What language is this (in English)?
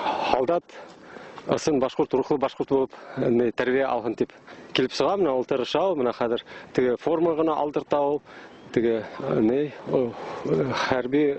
Bashkir